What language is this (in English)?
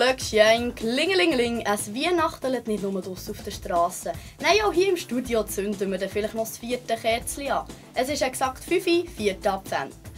Swiss German